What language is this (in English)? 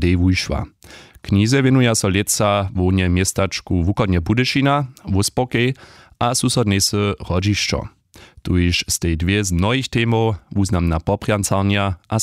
Upper Sorbian